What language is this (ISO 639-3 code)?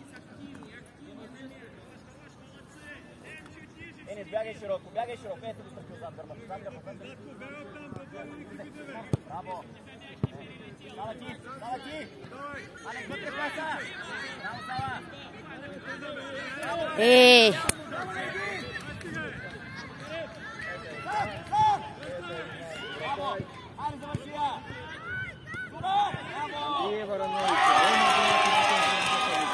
bul